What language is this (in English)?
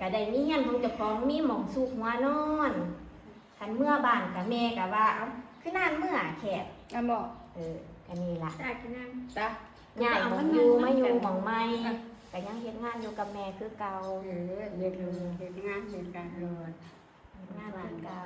Northeastern Thai